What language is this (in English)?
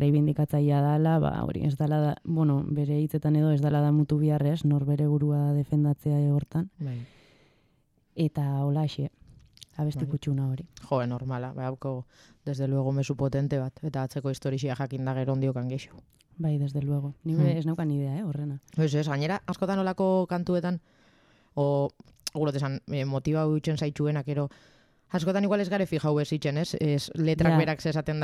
Basque